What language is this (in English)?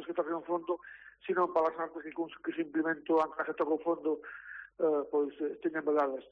Galician